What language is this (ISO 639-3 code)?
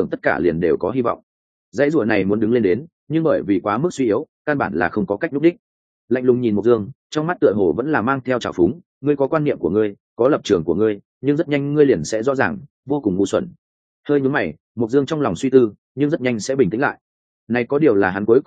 vie